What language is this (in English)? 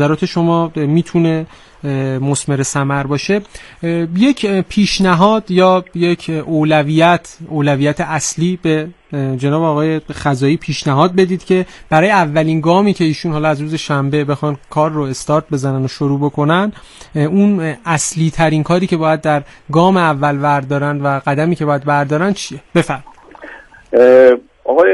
Persian